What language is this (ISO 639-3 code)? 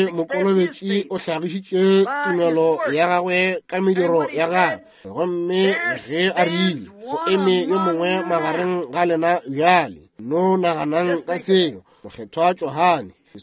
nso